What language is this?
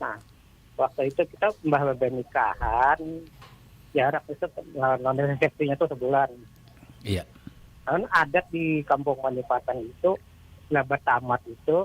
Banjar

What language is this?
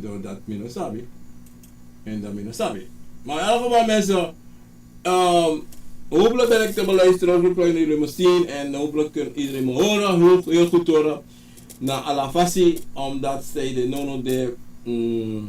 Sranan Tongo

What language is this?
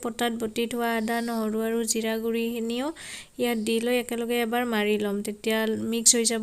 Assamese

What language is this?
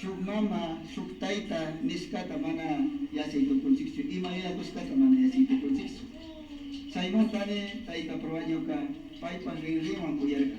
Imbabura Highland Quichua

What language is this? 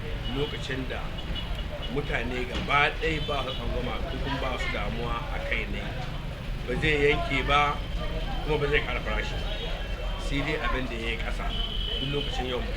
Hausa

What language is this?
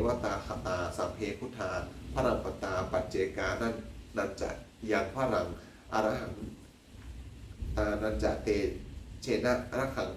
Pali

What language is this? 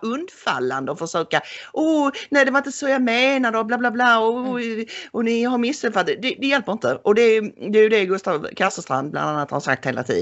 Swedish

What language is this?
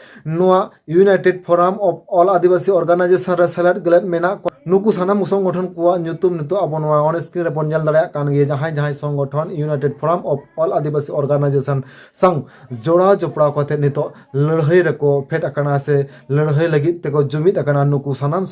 Santali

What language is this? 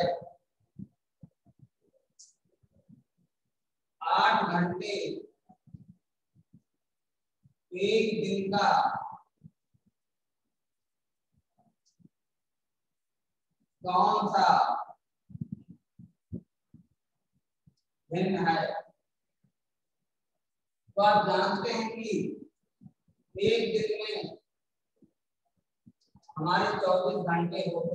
Hindi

